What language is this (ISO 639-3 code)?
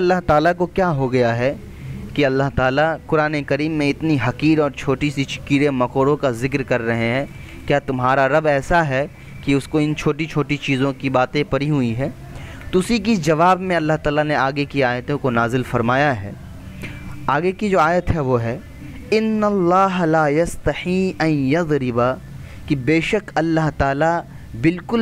urd